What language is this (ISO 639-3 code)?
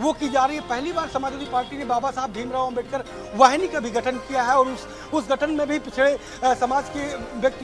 hin